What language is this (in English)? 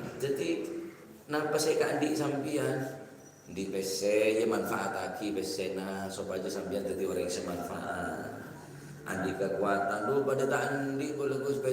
Madurese